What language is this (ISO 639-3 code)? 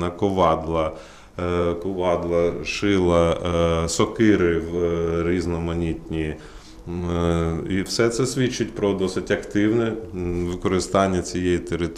ukr